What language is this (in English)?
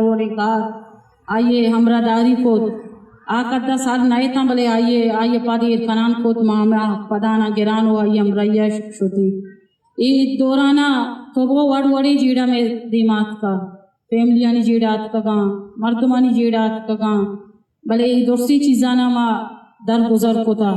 Eastern Balochi